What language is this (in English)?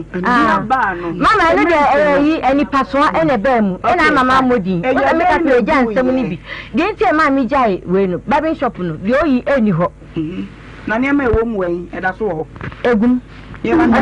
Akan